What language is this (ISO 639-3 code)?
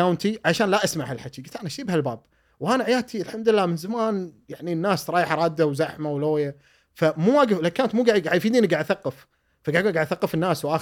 afb